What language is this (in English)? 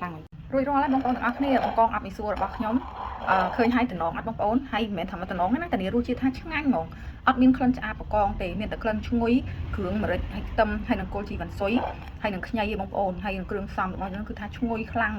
Khmer